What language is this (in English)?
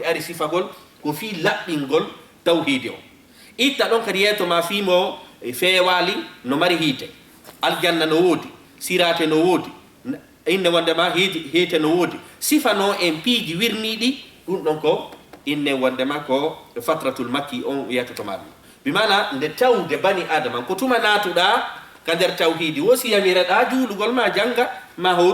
Fula